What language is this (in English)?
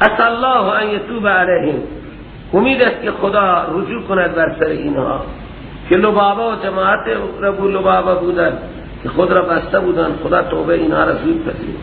Persian